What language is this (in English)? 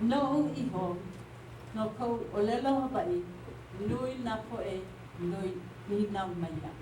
Hawaiian